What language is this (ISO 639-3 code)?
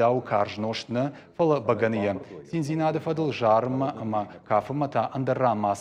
oss